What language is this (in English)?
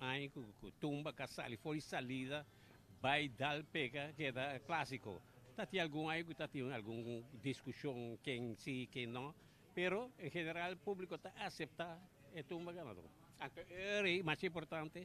Papiamento